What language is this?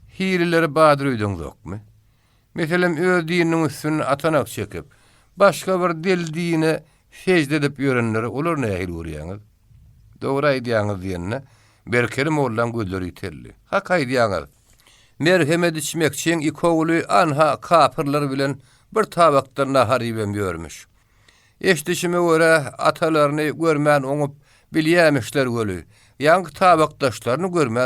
Turkmen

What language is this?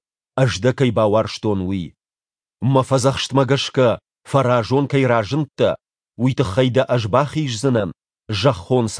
Ossetic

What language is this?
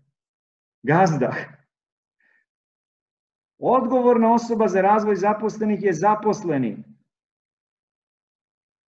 Serbian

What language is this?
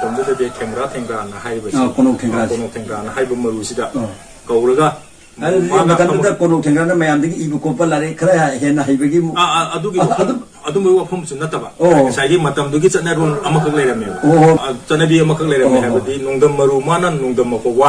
Manipuri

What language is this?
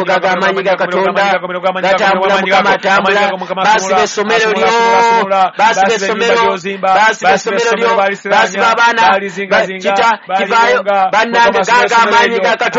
Ganda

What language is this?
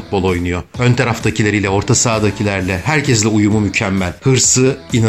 Turkish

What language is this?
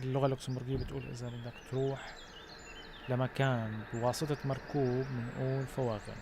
North Levantine Arabic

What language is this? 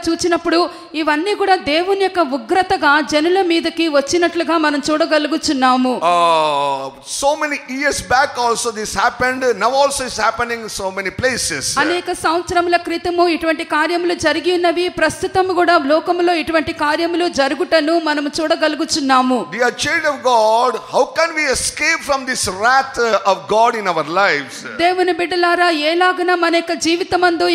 Telugu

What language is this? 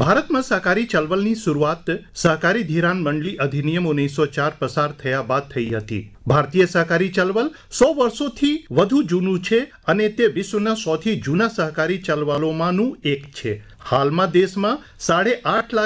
Gujarati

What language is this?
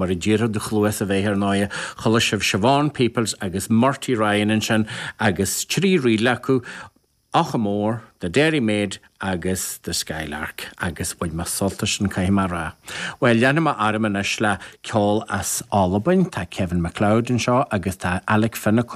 Irish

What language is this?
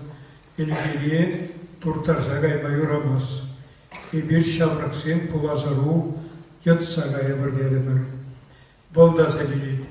Chuvash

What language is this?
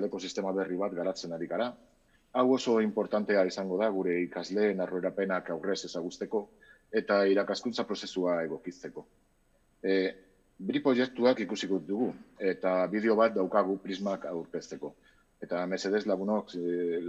Basque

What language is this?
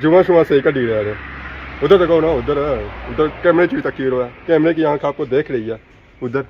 Pahari-Potwari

